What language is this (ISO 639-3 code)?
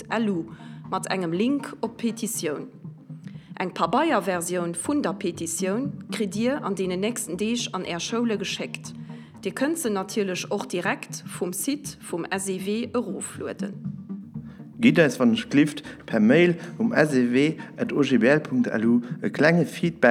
ltz